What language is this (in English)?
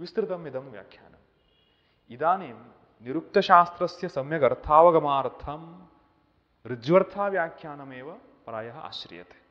Sanskrit